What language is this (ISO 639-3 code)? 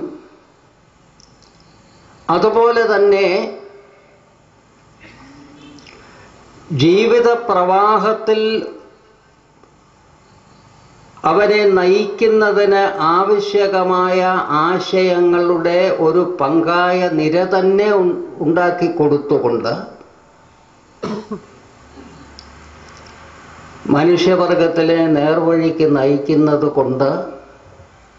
mal